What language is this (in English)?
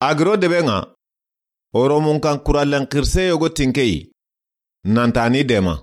Soninke